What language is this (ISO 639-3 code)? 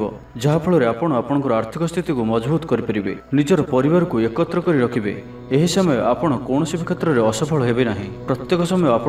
ori